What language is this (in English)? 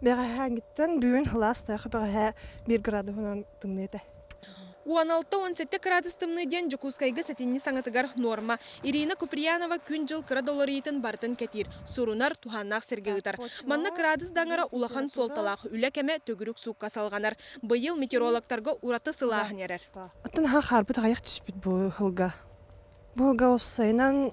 Yakut